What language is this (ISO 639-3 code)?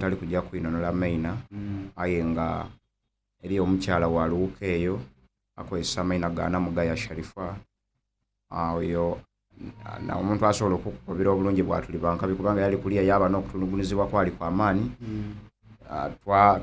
xog